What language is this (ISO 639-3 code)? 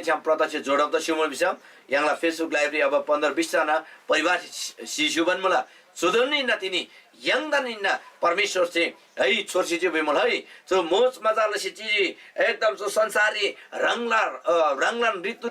taj